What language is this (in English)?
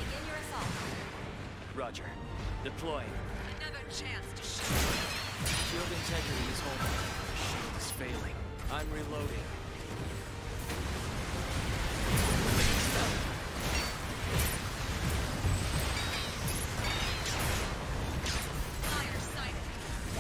English